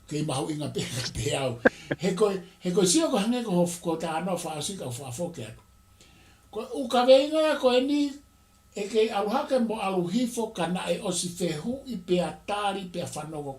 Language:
Tongan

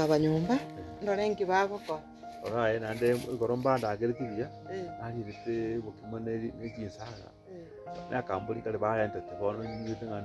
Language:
Gusii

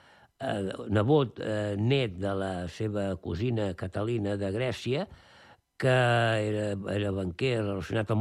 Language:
Catalan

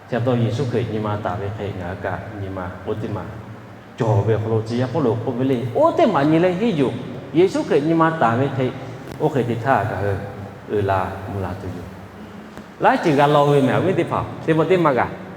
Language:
Lahu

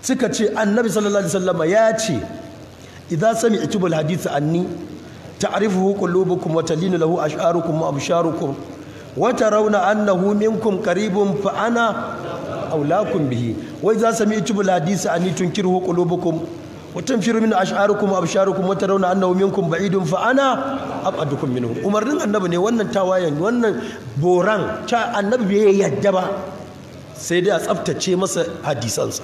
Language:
Hausa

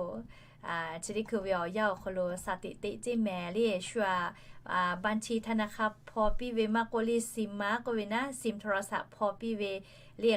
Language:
Lahu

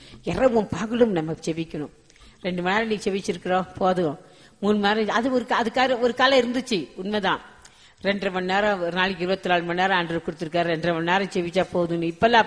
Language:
Tamil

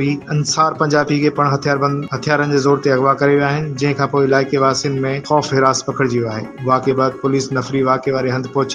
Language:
Sindhi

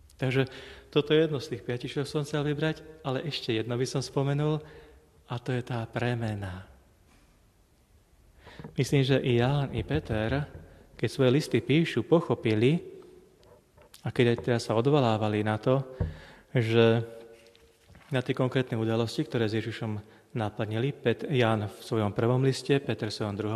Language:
Slovak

